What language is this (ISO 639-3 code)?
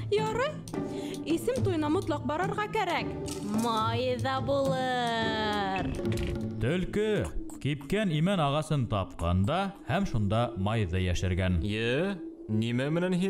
bak